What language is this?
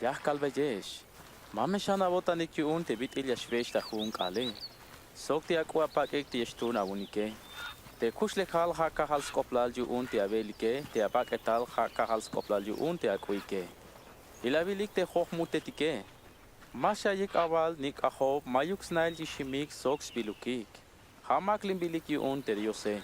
Tzeltal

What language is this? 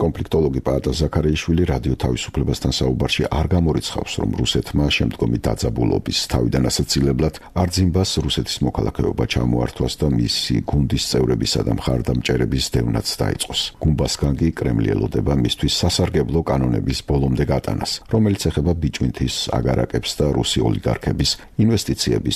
Georgian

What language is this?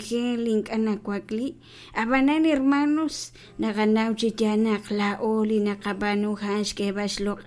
Kekchí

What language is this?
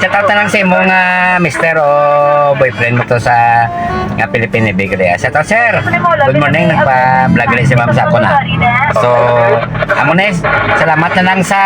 Hiligaynon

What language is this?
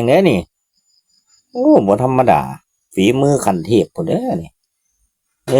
Lao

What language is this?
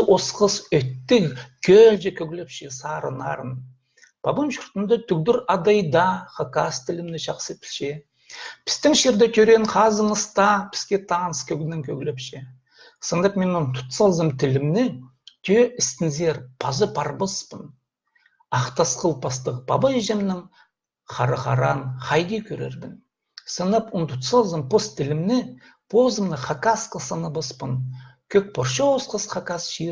Khakas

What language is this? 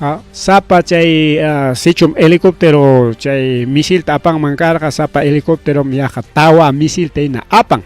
Ayacucho Quechua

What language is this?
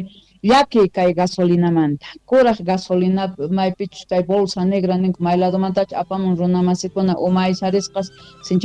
South Bolivian Quechua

